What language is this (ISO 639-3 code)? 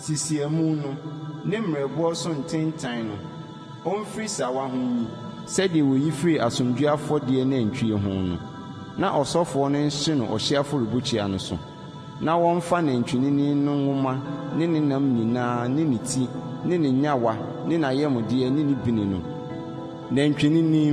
aka